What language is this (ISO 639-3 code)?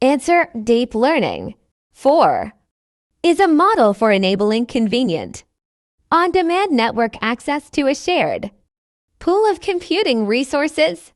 eng